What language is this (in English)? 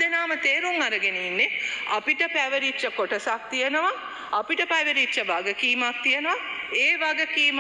Sinhala